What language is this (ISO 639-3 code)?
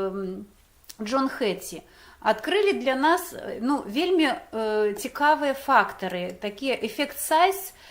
bel